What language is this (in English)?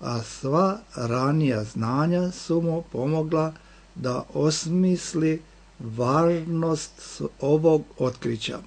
Serbian